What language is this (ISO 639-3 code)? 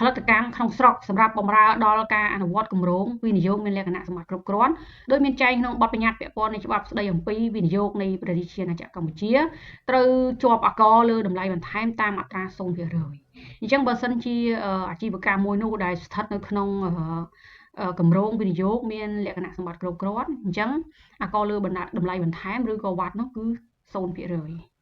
khm